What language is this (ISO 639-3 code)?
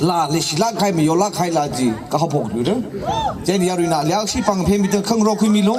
nmf